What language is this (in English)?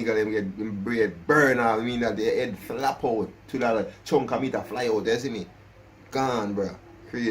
Jamaican Creole English